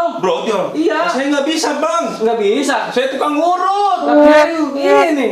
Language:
Betawi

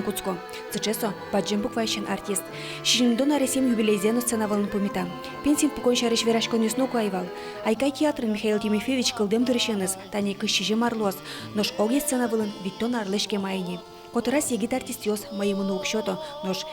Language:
Udmurt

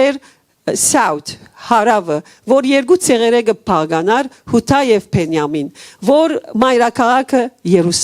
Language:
Western Armenian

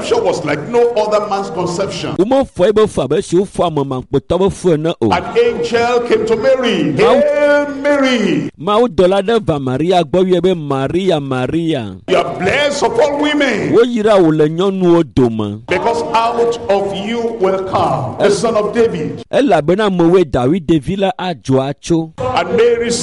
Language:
Ewe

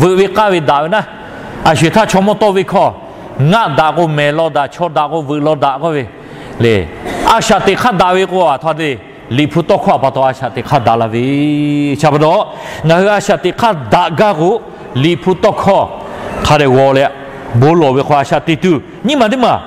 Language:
Lahu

